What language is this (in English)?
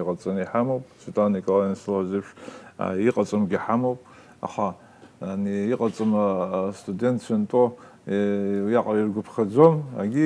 Abkhazian